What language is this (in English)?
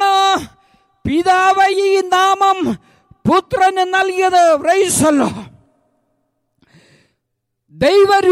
Malayalam